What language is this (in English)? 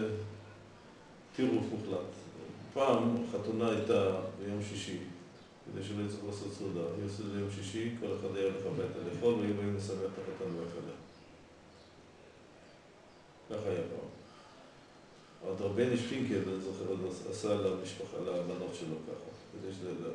Hebrew